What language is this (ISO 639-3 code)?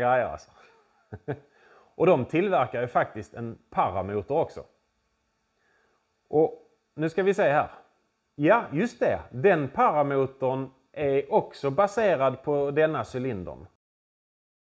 swe